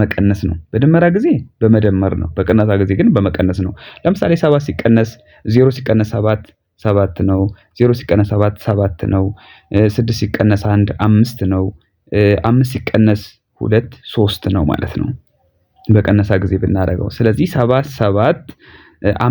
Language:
Amharic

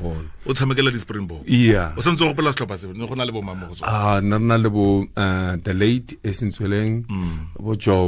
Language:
Tswana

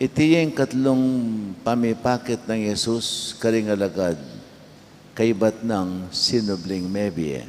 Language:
Pampanga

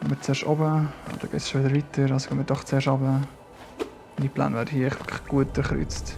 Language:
Swiss German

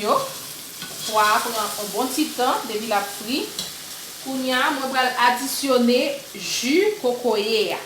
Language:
Haitian Creole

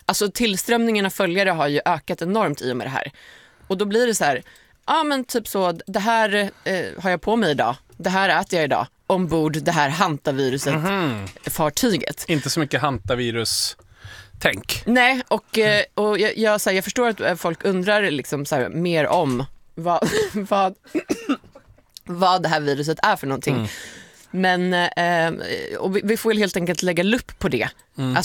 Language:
Swedish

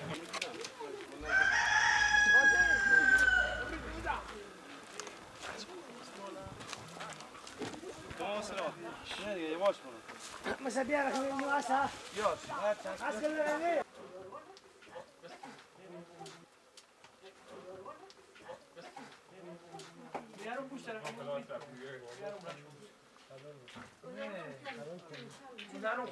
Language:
Persian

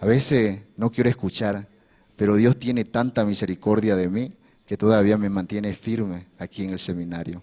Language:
Aymara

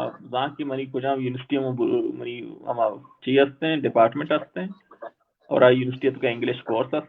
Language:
Baluchi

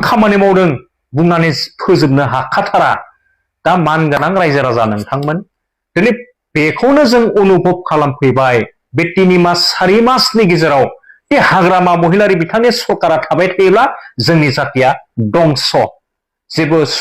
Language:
Bodo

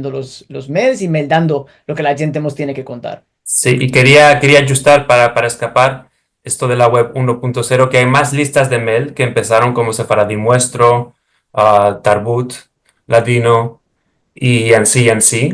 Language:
Ladino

